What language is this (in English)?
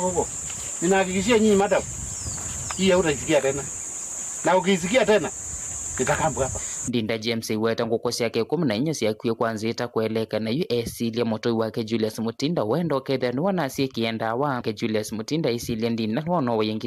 Kamba